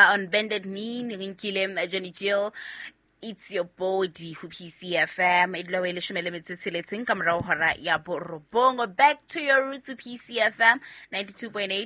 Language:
Southern Sotho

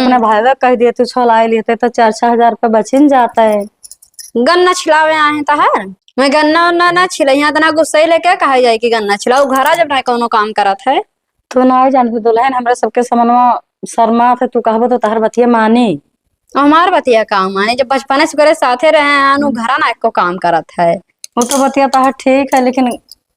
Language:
Awadhi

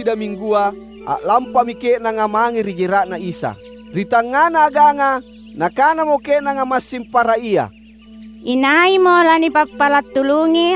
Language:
Makasar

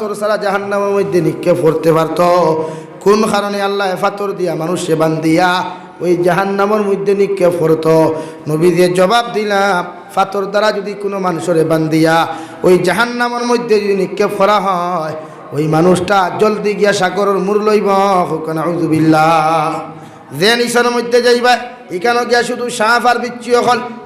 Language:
Sylheti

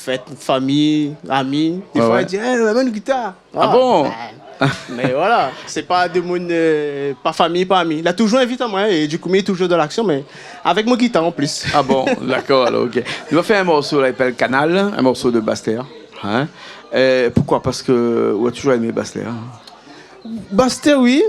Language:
Réunion Creole French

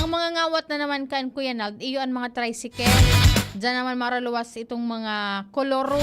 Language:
Bikol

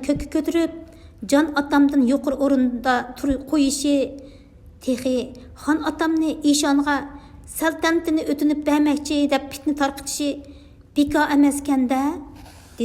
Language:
Uyghur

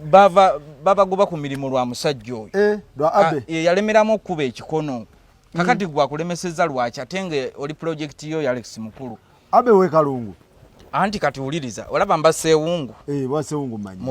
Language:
Ganda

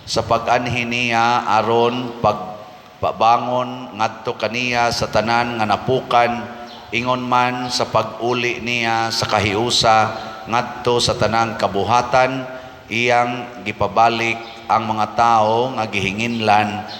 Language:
Cebuano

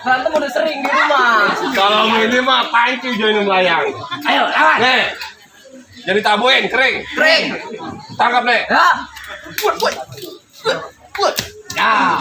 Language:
Betawi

